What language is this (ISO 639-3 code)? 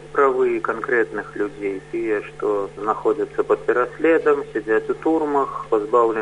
bel